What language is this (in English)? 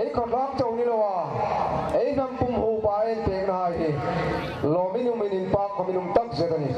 Hmar